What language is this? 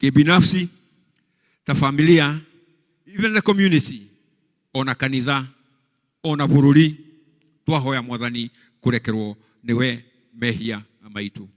Kikuyu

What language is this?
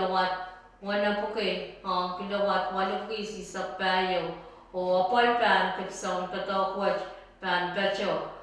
Pohnpeian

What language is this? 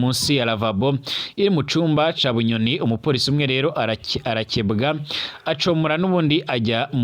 Rundi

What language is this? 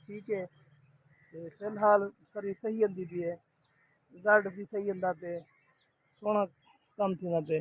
Saraiki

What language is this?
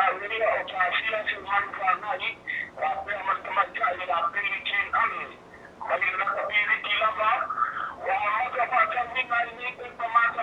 Samoan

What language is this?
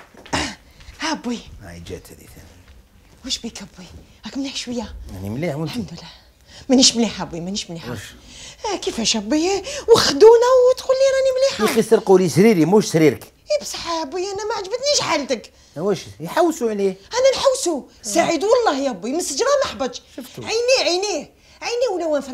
Algerian Arabic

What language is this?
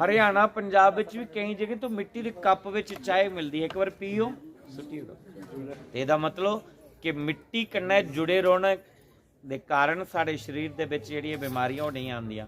Dogri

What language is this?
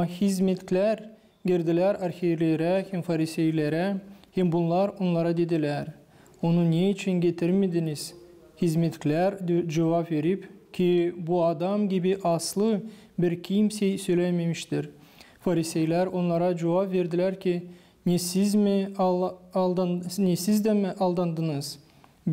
Gagauz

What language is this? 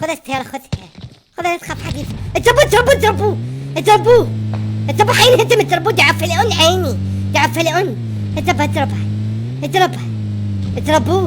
Mesopotamian Arabic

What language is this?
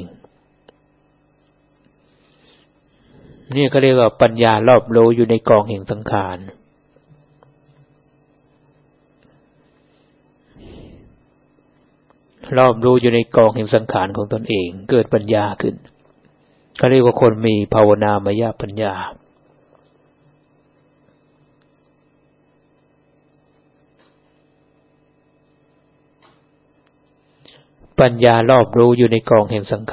Thai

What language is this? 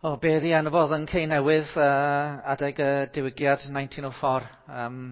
Welsh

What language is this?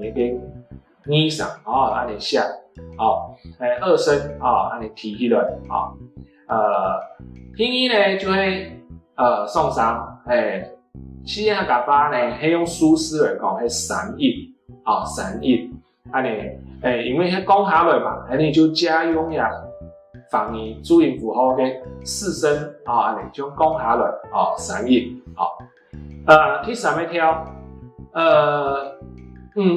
Hakka Chinese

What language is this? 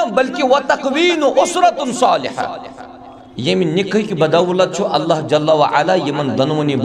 Kashmiri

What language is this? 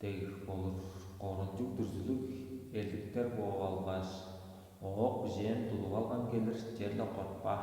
Tuvinian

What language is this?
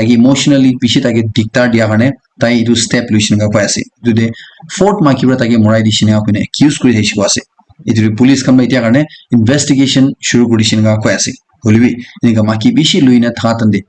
Naga Pidgin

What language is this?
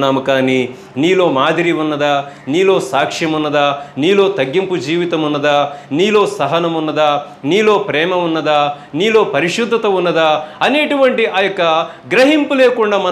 Telugu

